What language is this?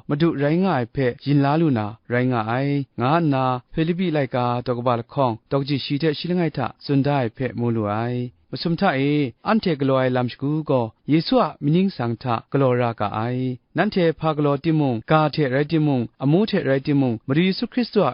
Kachin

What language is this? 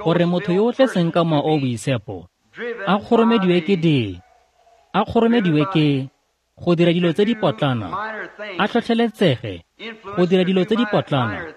Tswana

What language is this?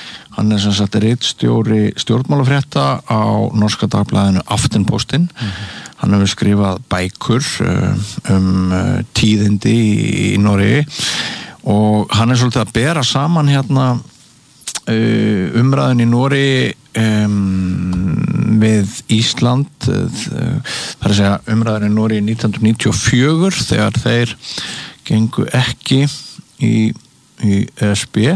Icelandic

